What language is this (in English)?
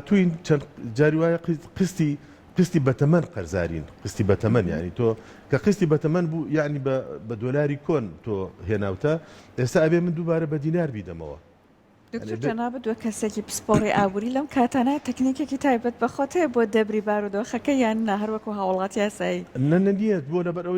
Central Kurdish